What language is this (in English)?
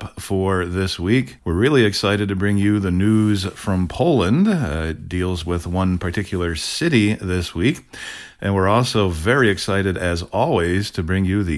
English